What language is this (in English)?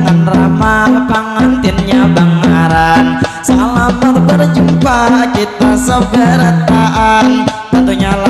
Banjar